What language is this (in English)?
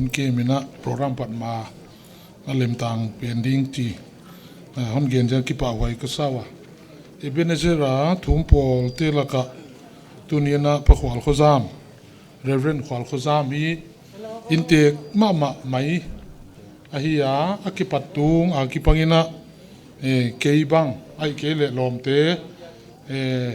Paite Chin